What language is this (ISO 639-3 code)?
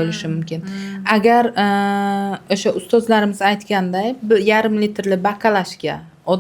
uzb